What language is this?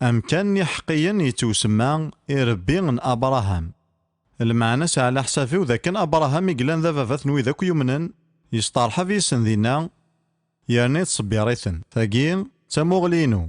Kabyle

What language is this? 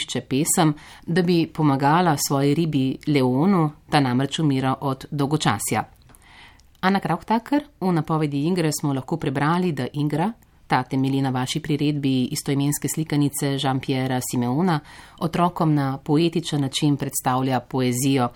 Slovenian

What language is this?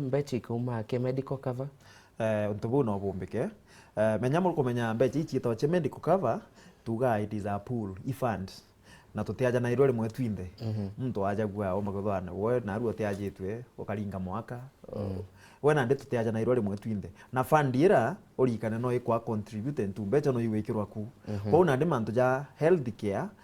Meru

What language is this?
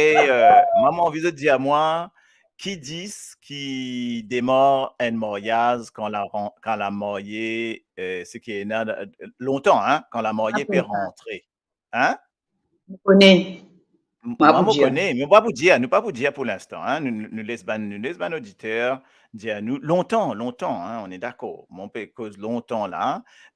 Morisyen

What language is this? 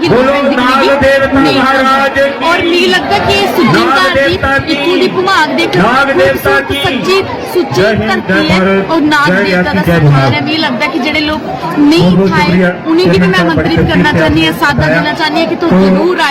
Dogri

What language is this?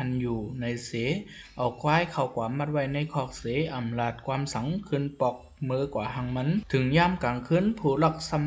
Shan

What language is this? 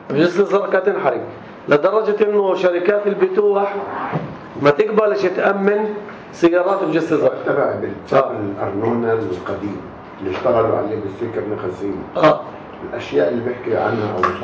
North Levantine Arabic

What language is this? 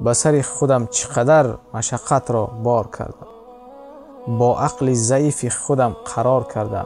Tajik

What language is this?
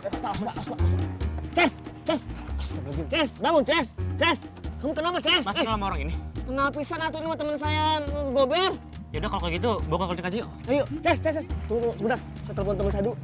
Betawi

